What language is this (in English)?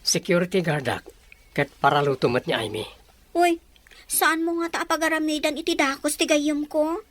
Iloko